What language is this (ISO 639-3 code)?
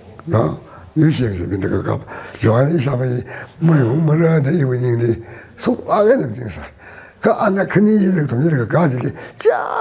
nmf